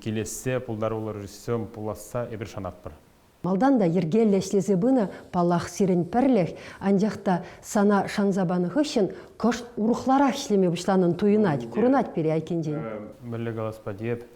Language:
Chuvash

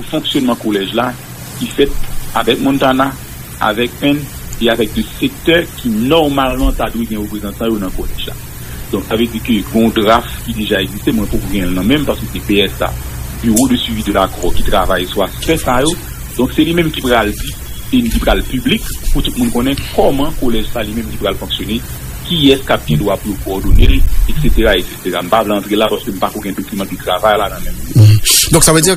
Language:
Haitian Creole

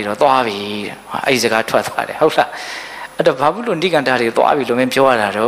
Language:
Burmese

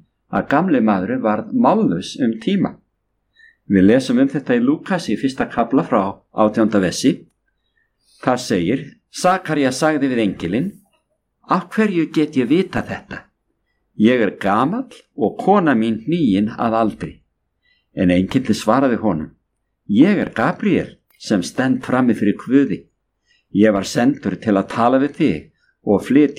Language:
Icelandic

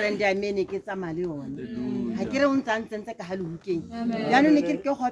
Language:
Tswana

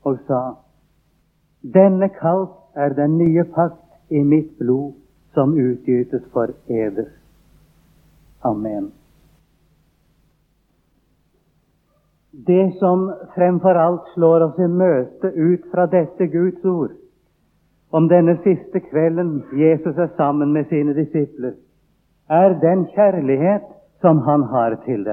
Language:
Norwegian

